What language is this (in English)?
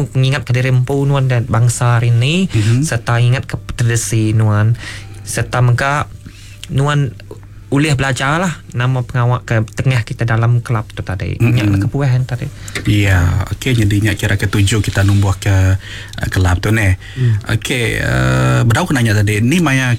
Iban